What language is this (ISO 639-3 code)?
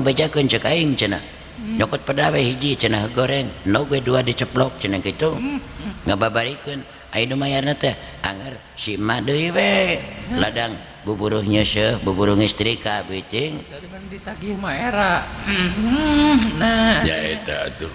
sun